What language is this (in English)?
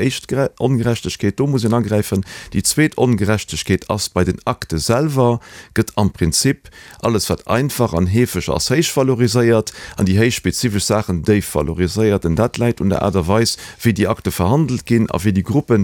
Luxembourgish